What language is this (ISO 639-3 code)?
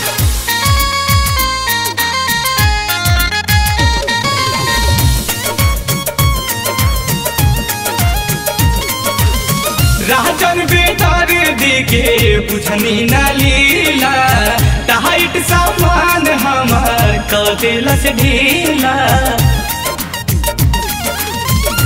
bho